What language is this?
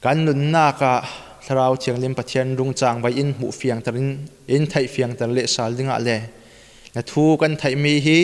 Falam Chin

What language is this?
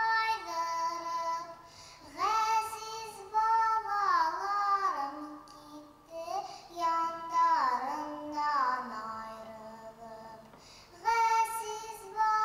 Bashkir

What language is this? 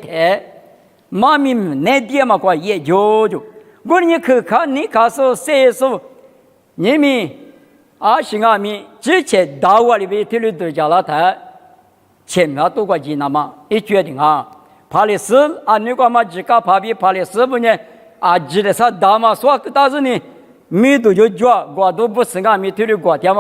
Lisu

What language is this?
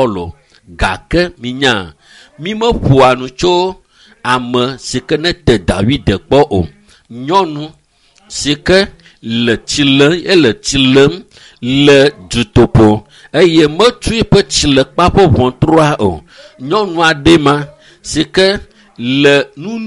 Ewe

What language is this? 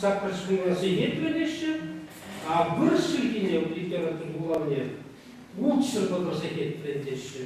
Chuvash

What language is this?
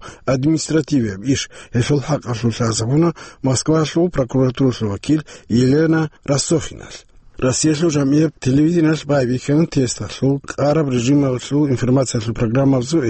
Avaric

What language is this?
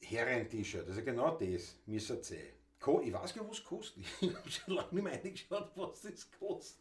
Bavarian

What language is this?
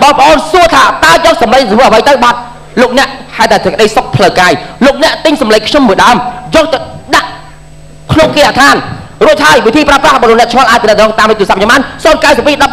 Khmer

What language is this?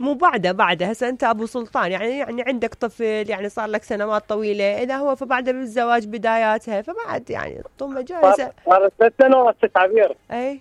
Mesopotamian Arabic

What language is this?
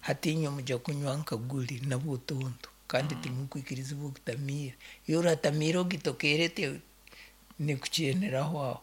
Nyoro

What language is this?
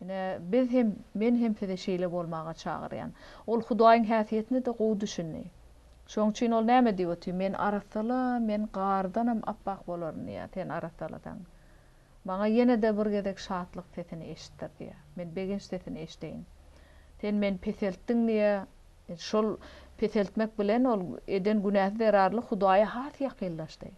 Turkmen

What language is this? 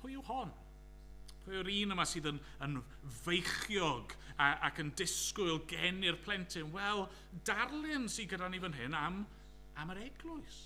Welsh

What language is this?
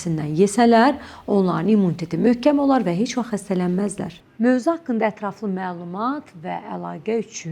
Azerbaijani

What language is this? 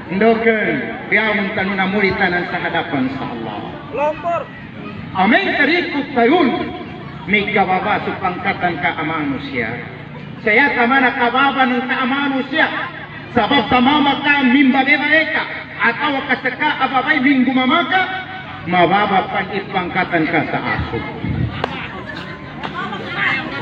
Maguindanaon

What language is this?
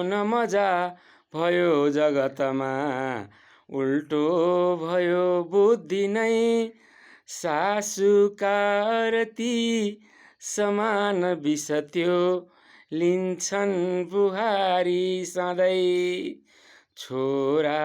Nepali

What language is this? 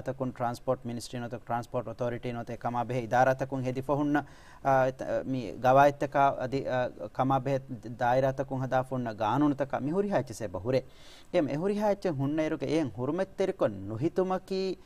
Divehi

